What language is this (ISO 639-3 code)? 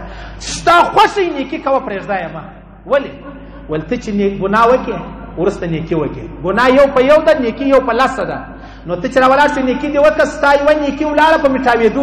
pus